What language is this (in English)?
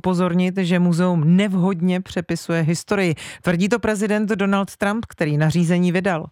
Czech